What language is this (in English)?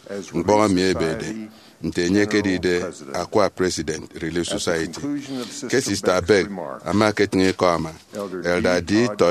Efik